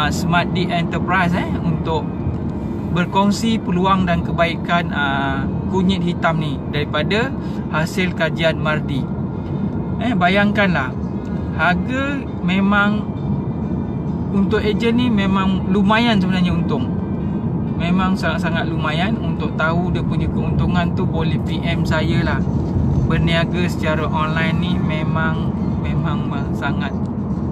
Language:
Malay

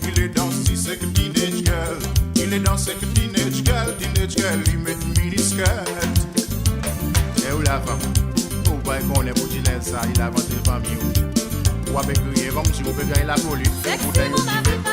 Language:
Morisyen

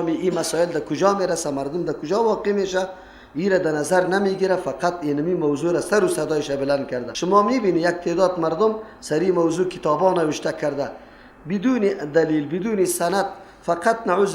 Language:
Persian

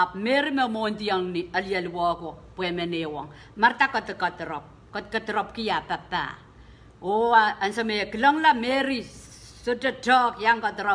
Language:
Pohnpeian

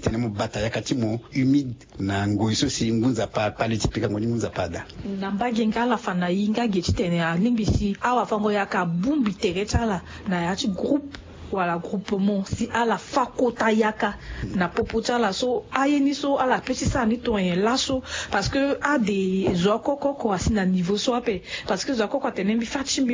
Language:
Sango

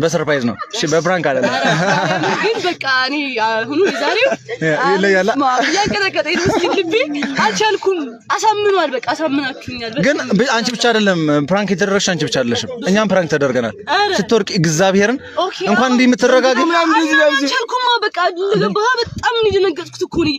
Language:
Amharic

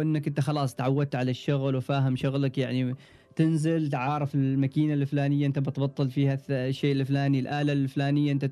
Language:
Gulf Arabic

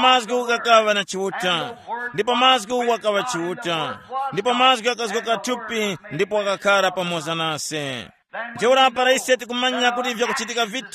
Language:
Tumbuka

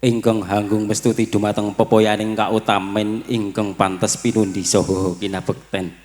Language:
Javanese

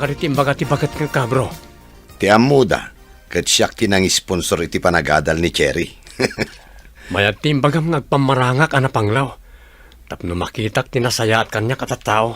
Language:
Iloko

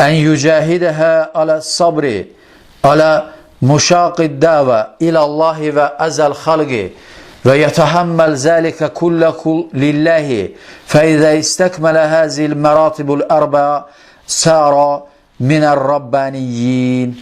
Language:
Azerbaijani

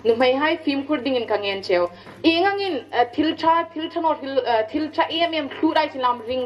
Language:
Hmar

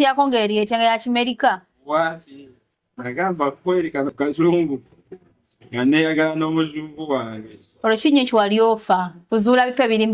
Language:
Ganda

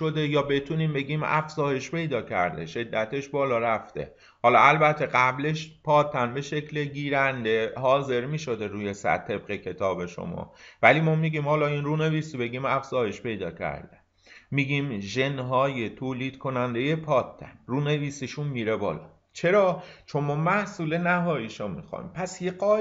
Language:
Persian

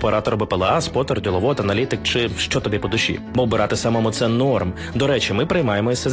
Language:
Ukrainian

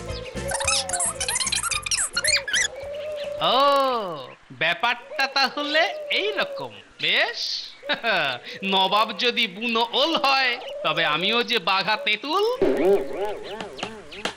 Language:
Bangla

